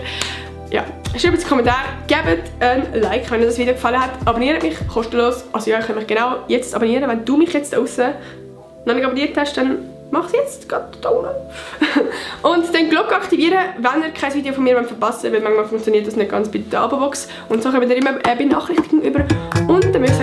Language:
Swiss German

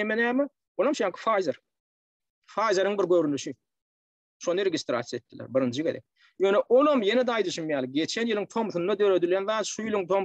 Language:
Turkmen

